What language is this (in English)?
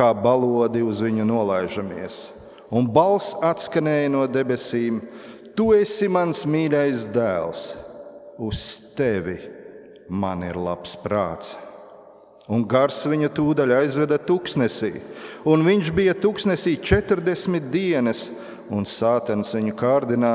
Latvian